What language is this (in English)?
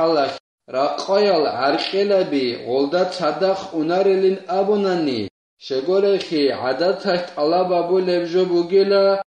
Avaric